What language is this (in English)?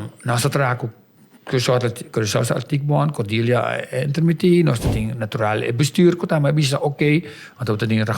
Papiamento